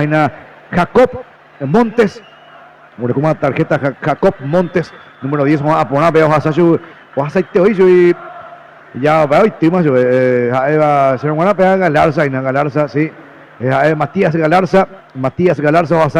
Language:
Guarani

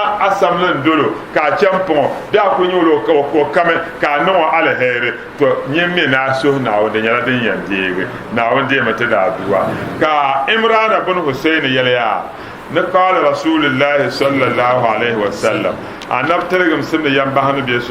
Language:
Dagbani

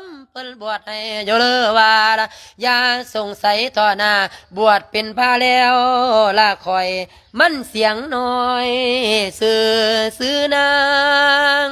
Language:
Lao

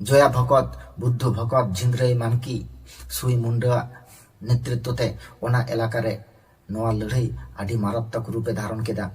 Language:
Santali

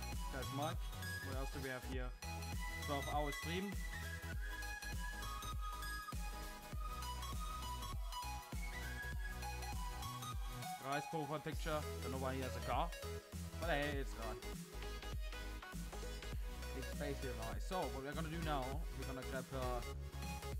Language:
English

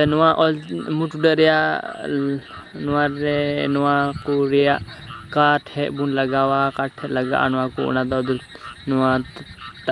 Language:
Santali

